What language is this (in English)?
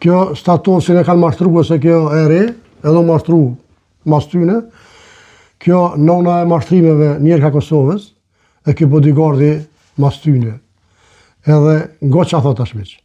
Albanian